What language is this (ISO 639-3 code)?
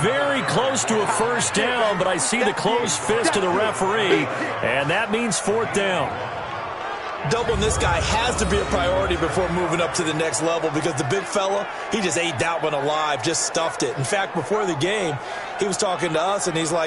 eng